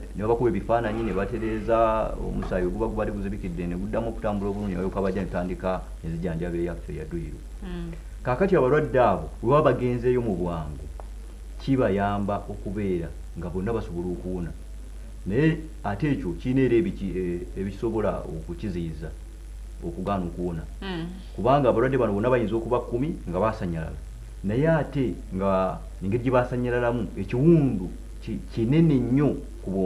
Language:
Ganda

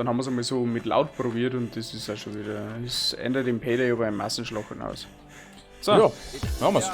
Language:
Bavarian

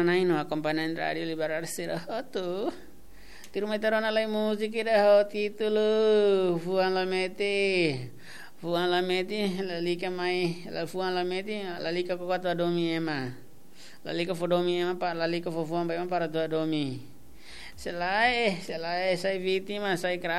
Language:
Tetum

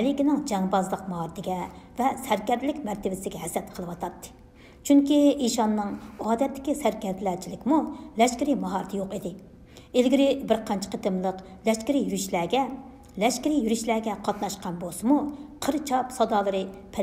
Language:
Uyghur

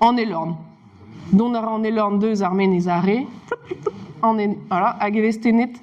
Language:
Breton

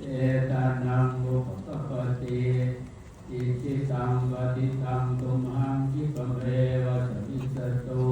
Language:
Pali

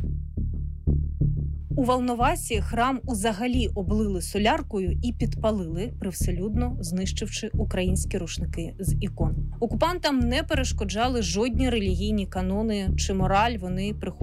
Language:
Ukrainian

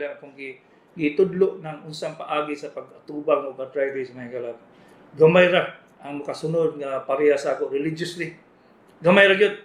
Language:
Cebuano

